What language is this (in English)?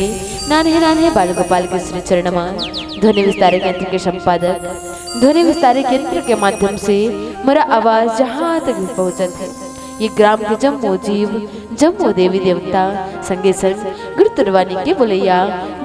Chhattisgarhi